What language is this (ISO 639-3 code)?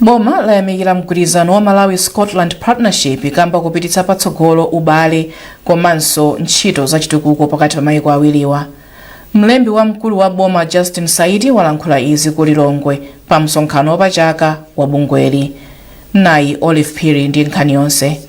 nya